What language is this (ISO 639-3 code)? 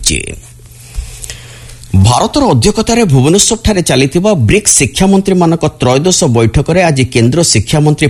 ori